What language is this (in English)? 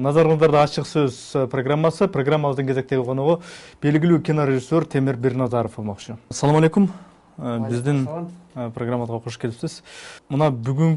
Kyrgyz